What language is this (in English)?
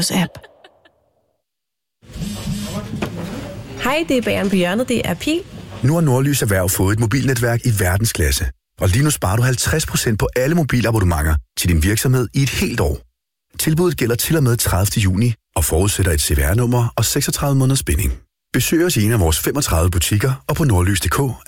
Danish